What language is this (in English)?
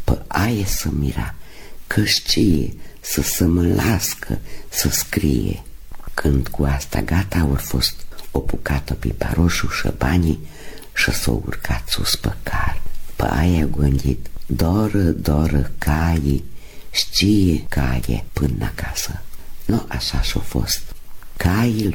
Romanian